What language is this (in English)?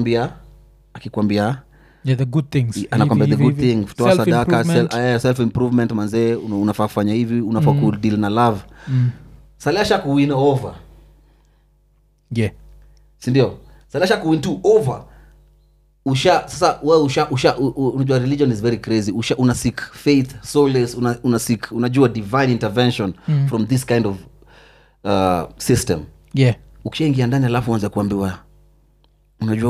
Swahili